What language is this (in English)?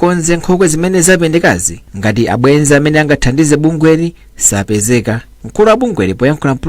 Nyanja